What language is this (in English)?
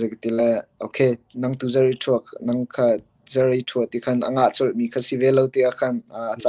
Hakha Chin